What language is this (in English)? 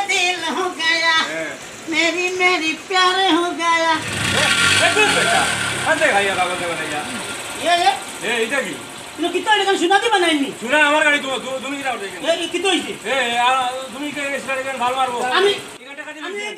Sylheti